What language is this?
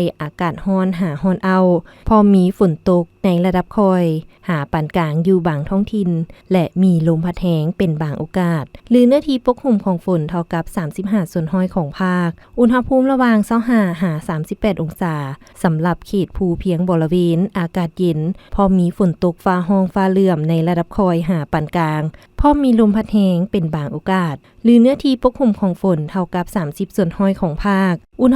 Lao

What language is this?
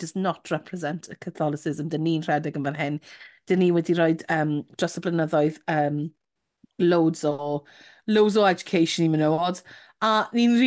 Welsh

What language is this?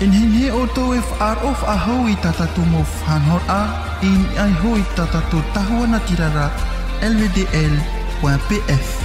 Tahitian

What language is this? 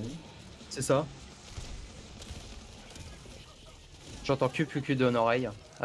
French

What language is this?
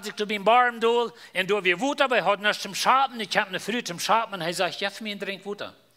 Plautdietsch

